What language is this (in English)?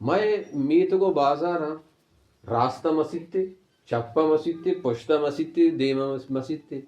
Baluchi